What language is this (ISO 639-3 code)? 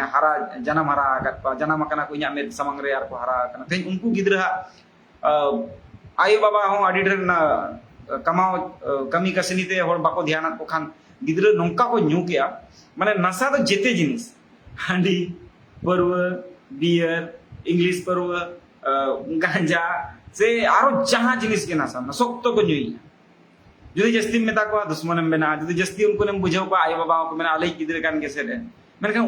sat